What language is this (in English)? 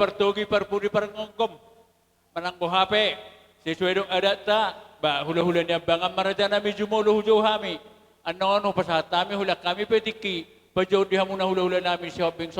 Batak Toba